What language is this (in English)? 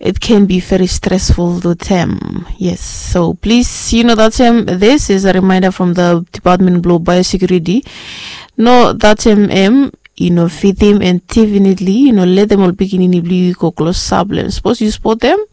Bislama